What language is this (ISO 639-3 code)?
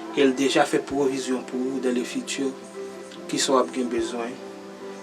hat